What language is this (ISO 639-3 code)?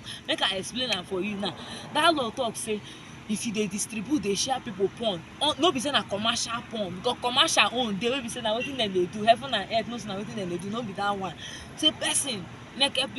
pcm